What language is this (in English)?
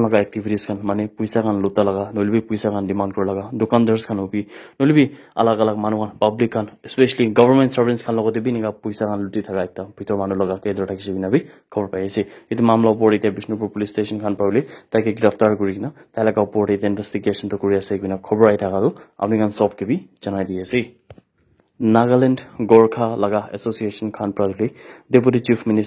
Naga Pidgin